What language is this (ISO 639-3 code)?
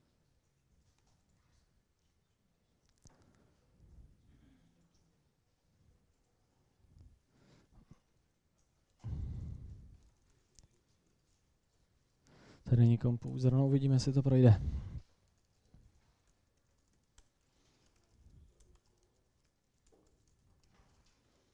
ces